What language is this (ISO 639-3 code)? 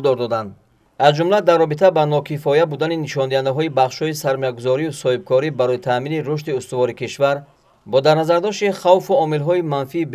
tgk